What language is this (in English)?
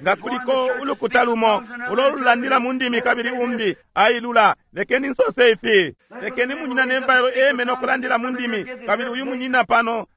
Bemba